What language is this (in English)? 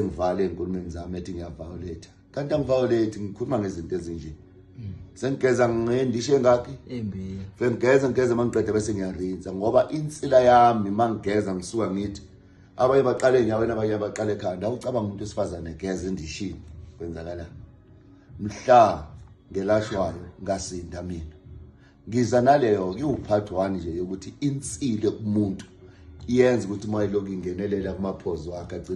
Zulu